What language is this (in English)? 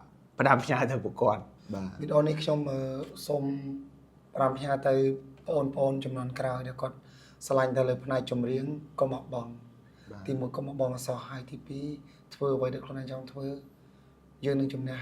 Khmer